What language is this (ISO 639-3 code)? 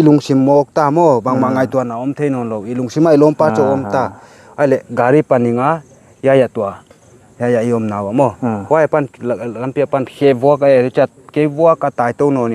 pck